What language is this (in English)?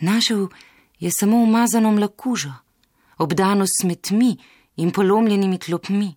Slovenian